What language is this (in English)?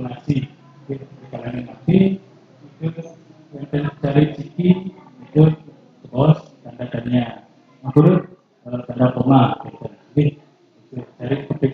Balinese